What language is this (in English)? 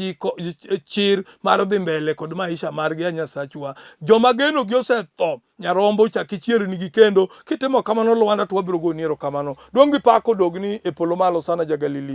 Luo (Kenya and Tanzania)